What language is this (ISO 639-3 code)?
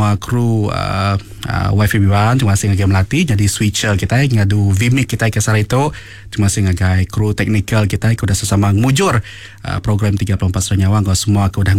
iba